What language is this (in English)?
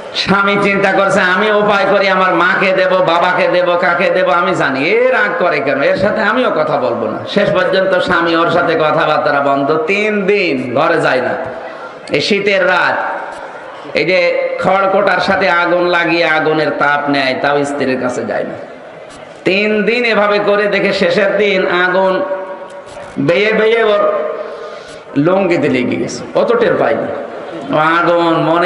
Bangla